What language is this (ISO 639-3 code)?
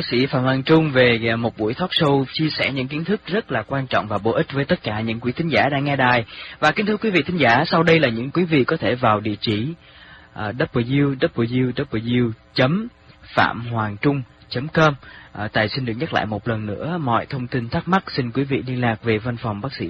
vie